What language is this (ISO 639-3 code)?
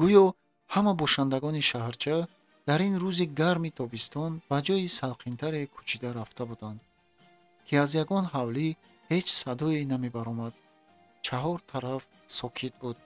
tgk